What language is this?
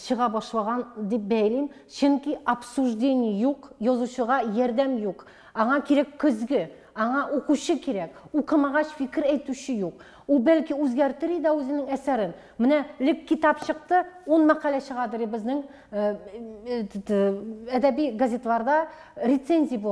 Tatar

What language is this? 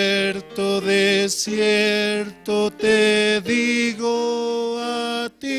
Aymara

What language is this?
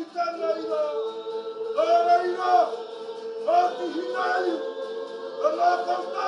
Māori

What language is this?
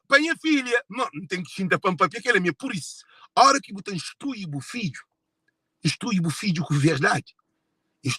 Kabuverdianu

